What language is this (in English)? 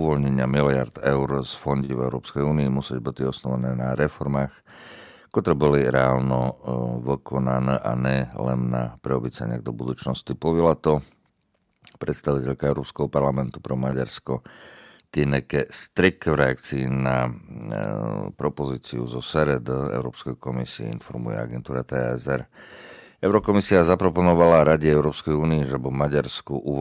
Slovak